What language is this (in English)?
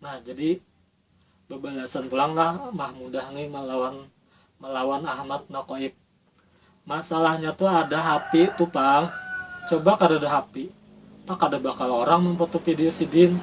Banjar